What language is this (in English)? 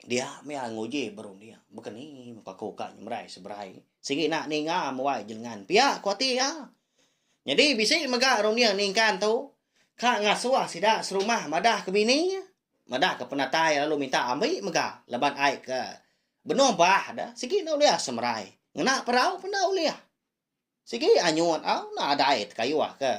Iban